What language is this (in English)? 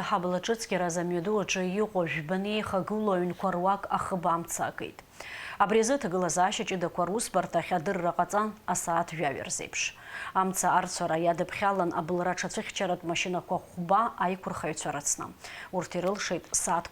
Abkhazian